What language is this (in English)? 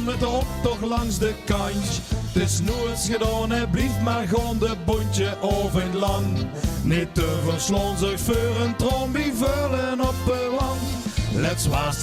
Limburgish